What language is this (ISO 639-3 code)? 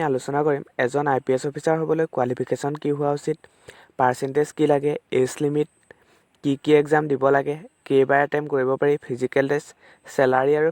asm